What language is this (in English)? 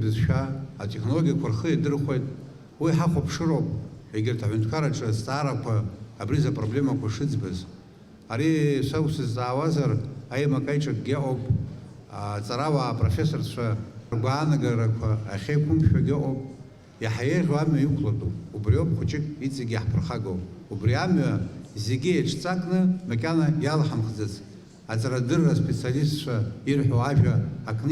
Abkhazian